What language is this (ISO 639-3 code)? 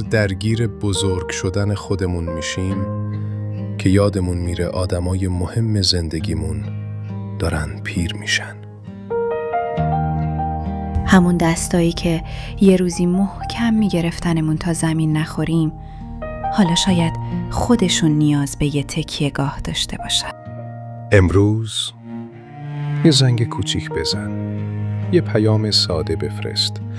fas